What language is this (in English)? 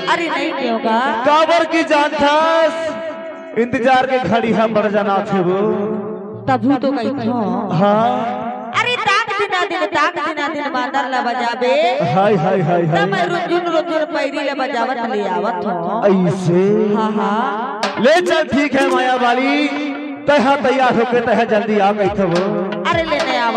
Chhattisgarhi